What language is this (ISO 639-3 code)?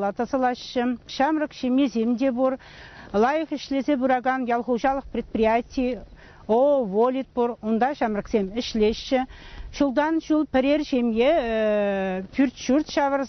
chv